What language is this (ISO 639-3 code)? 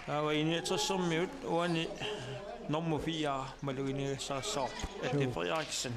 kal